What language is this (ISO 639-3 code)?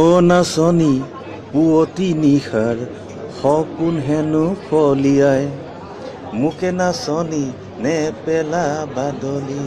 asm